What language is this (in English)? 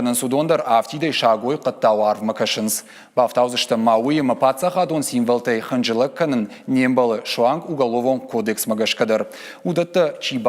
Ossetic